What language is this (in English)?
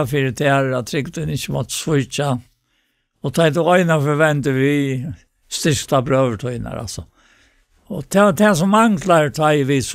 Faroese